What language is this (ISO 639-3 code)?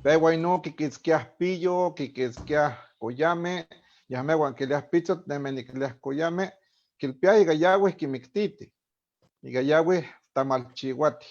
nhe